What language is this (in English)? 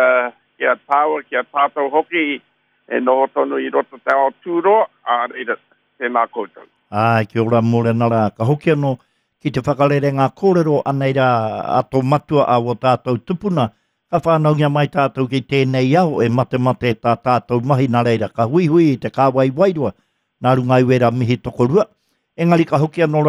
Māori